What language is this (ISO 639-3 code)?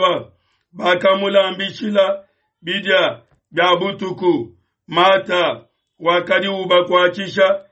lua